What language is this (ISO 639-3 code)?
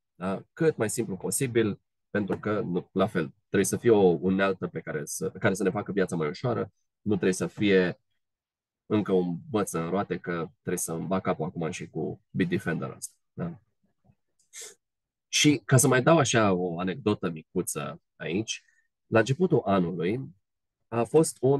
ron